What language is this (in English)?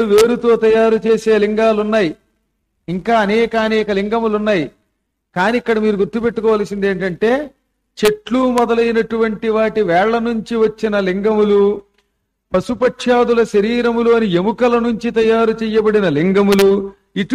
Telugu